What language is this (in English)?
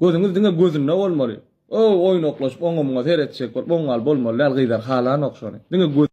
Turkmen